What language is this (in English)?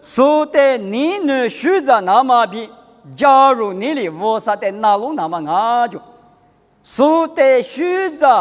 Lisu